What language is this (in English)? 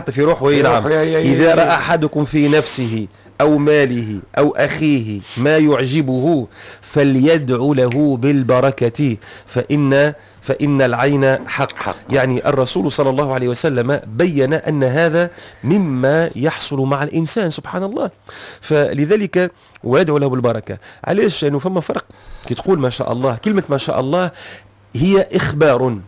Tunisian Arabic